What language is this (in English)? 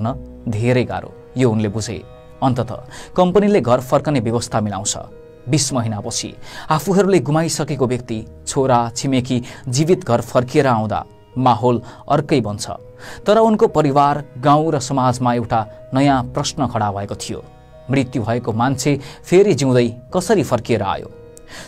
Nepali